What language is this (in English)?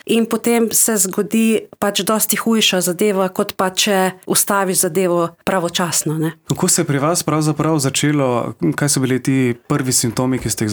Slovenian